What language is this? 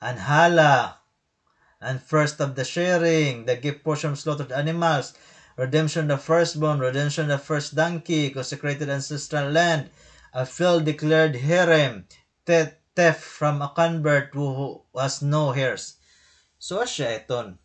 Waray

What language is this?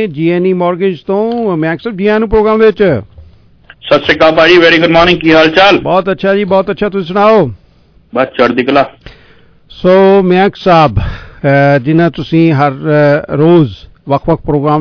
Punjabi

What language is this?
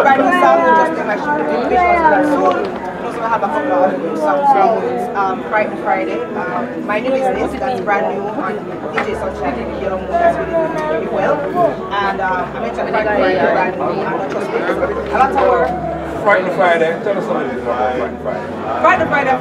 Jamaican Creole English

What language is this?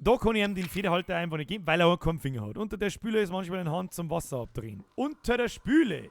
Bavarian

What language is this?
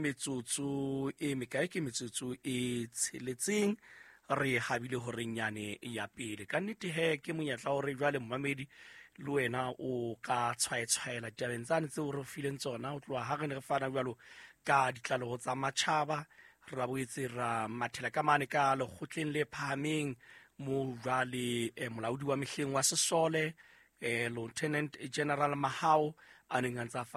Southern Sotho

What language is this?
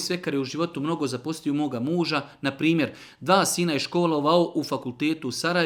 Bosnian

